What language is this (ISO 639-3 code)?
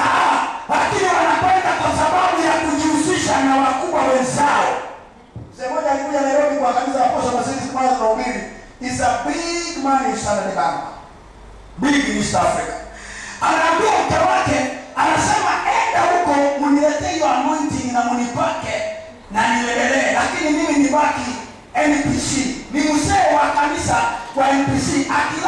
swa